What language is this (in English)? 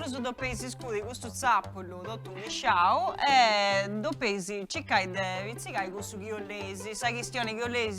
Sardinian